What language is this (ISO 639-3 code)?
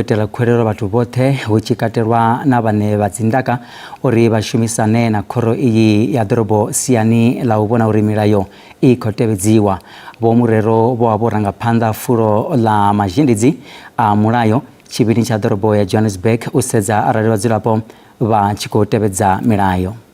ven